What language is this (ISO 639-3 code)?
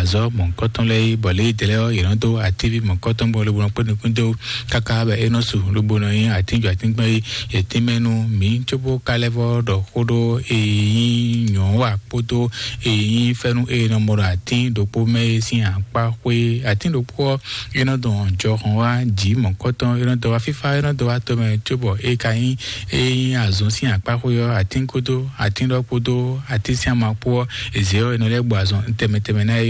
fon